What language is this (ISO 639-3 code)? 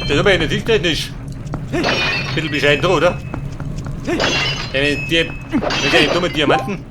bar